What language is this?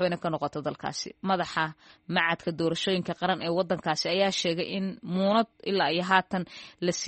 Somali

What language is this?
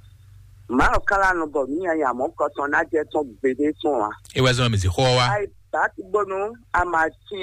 Fon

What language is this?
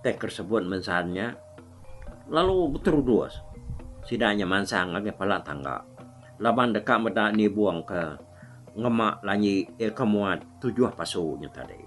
Iban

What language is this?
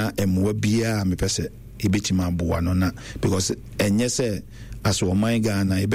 Akan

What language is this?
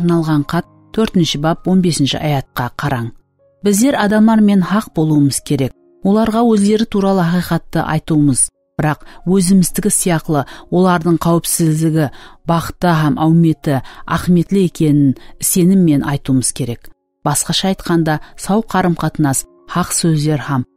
Kara-Kalpak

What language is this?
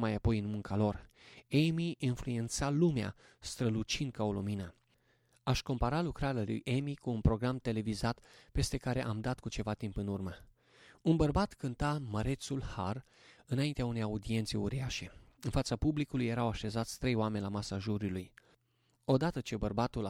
Romanian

